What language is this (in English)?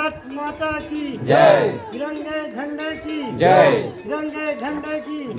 Chhattisgarhi